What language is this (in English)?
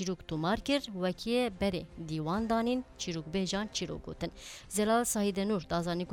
Kurdish